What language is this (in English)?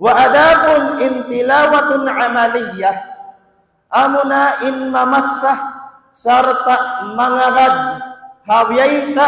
Tausug